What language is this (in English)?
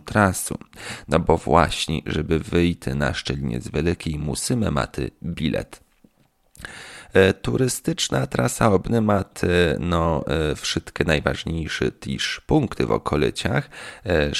Polish